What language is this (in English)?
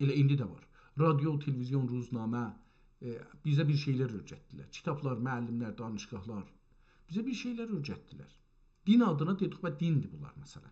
South Azerbaijani